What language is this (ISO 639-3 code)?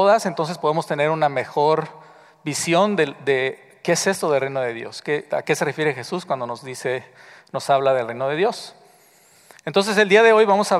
spa